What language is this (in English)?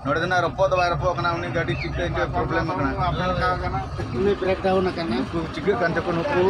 Santali